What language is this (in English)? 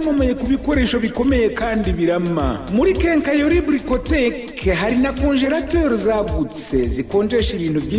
Kinyarwanda